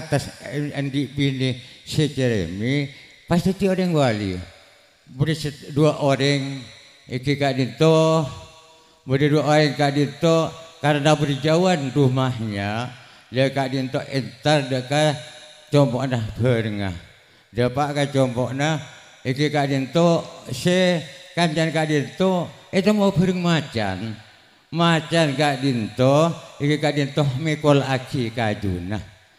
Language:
Madurese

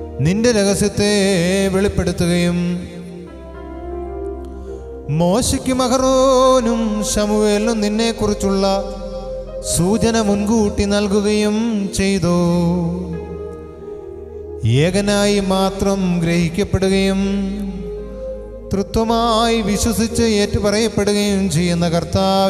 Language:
Malayalam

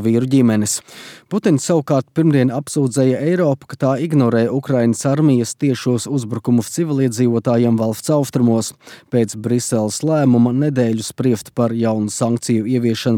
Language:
Latvian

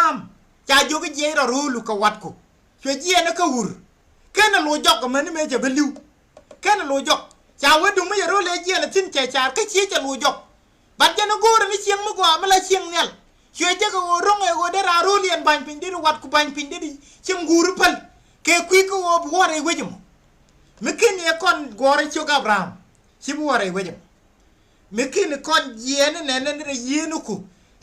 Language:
Nuer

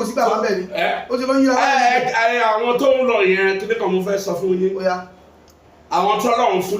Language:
Yoruba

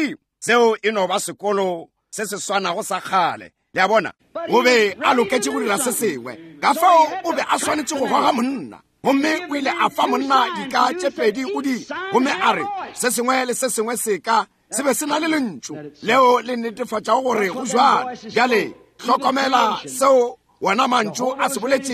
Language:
Northern Sotho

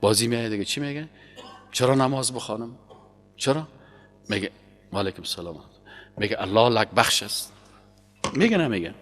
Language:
Persian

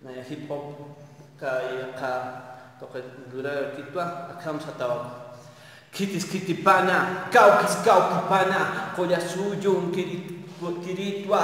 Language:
Aymara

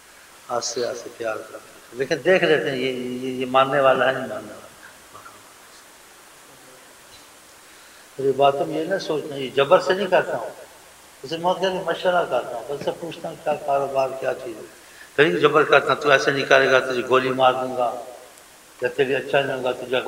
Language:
Urdu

